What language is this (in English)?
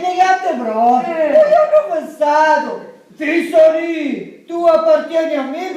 Sicilian